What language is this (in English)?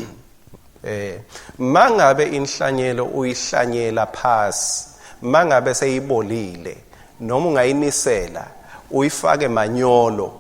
Swati